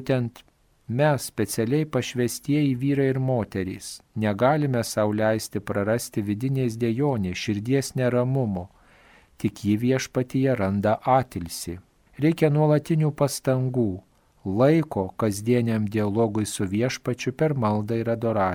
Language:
Lithuanian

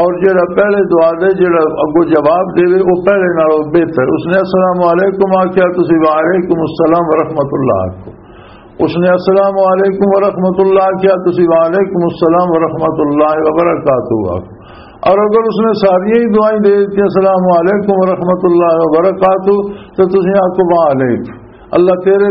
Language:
Western Panjabi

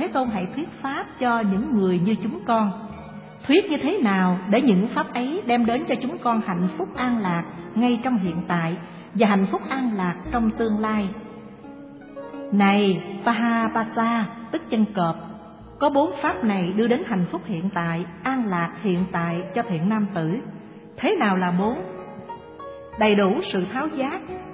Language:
Vietnamese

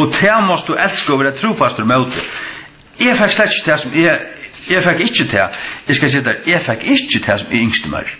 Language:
Faroese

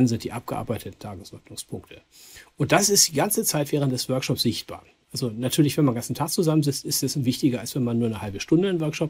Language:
German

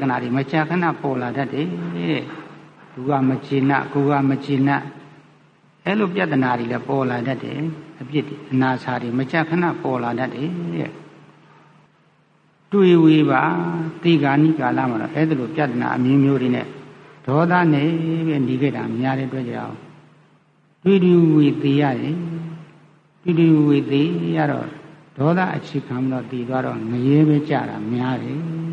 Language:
Burmese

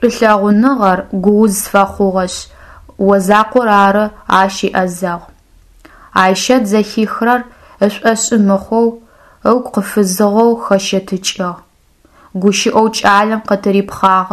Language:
Adyghe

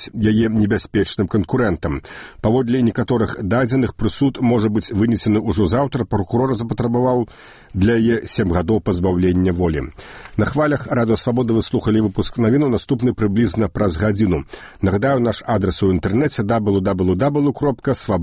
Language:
Belarusian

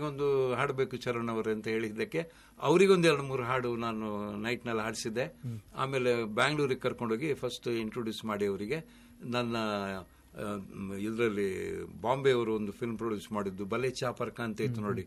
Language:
Kannada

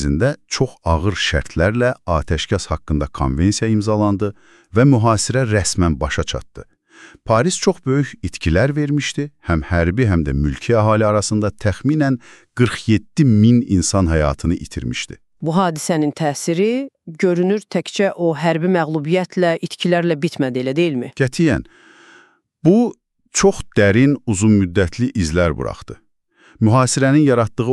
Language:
Azerbaijani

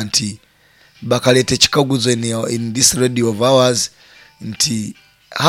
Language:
Nyoro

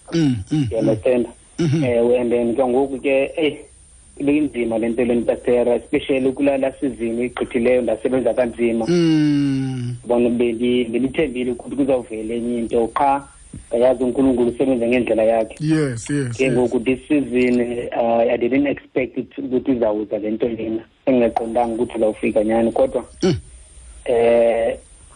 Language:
Xhosa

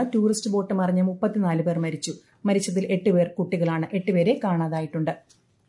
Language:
Malayalam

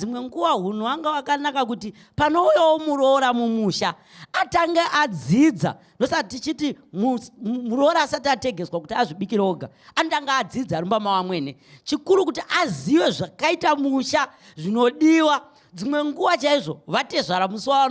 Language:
Shona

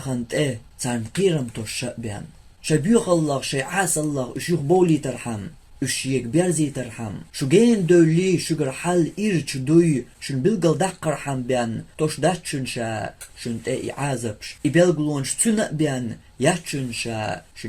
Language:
Chechen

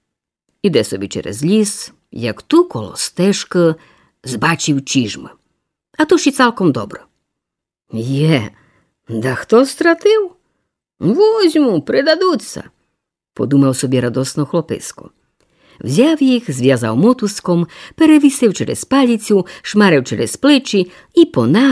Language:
Rusyn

